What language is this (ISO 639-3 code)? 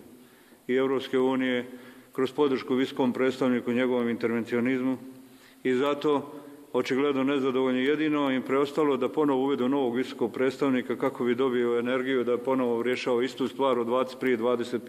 hrv